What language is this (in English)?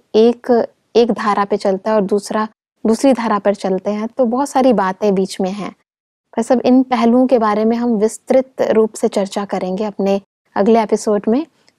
Hindi